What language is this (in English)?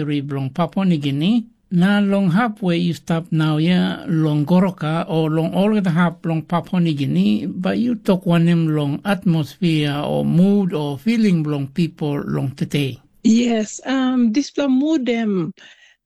Tok Pisin